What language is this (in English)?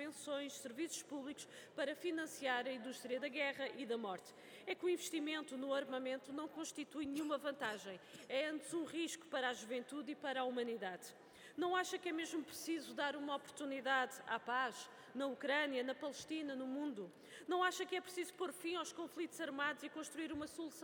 Portuguese